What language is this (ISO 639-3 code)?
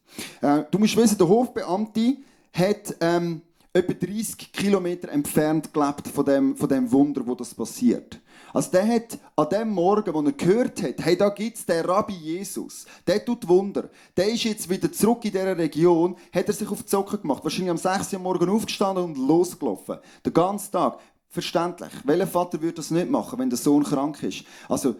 gsw